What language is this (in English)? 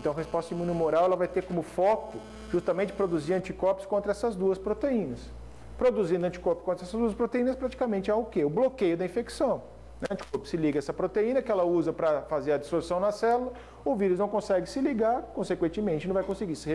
Portuguese